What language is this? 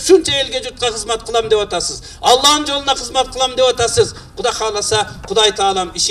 Kyrgyz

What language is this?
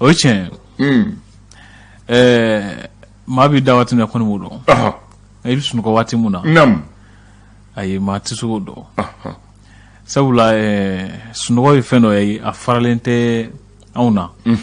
Bambara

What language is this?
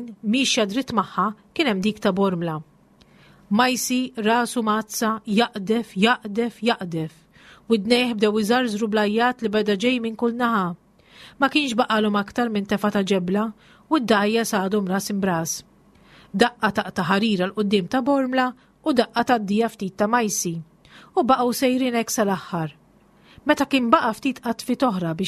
Maltese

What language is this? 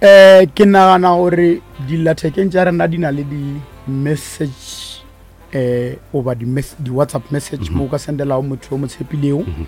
Northern Sotho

